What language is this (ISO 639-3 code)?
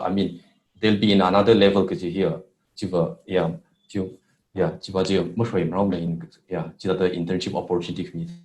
nmf